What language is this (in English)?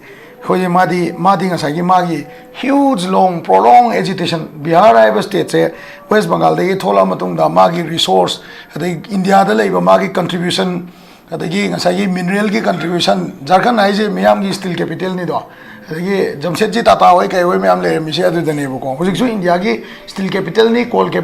Manipuri